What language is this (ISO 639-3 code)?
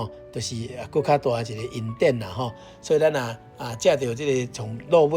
nan